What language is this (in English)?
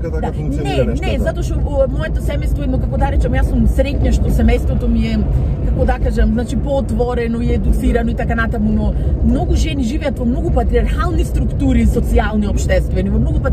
Macedonian